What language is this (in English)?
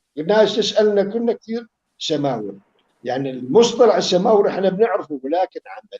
North Levantine Arabic